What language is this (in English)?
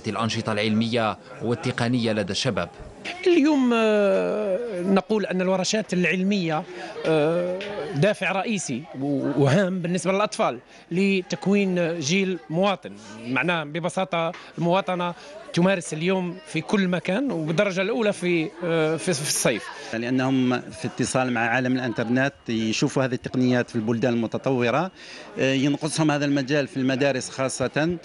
Algerian Arabic